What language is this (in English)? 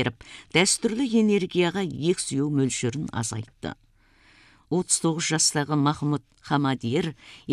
Kazakh